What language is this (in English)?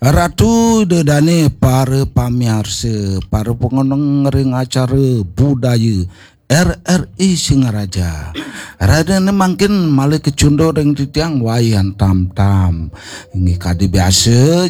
Balinese